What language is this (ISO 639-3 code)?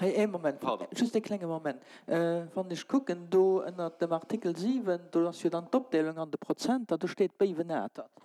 ltz